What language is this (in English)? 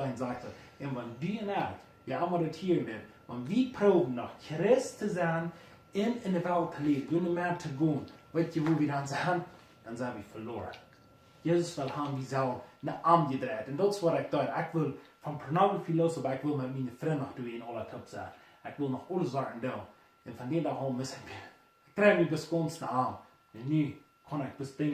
Plautdietsch